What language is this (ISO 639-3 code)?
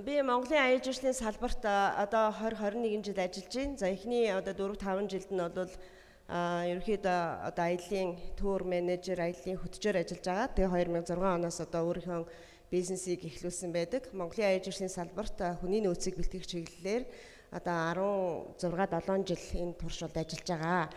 mon